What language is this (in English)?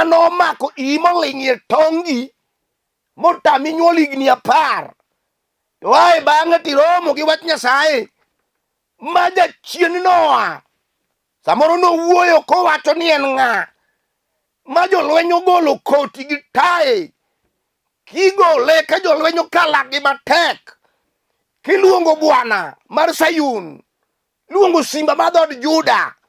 Luo (Kenya and Tanzania)